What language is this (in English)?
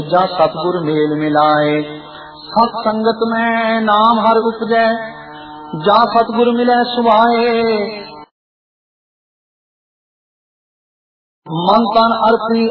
Punjabi